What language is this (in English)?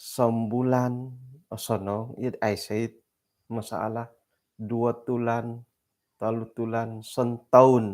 Central Dusun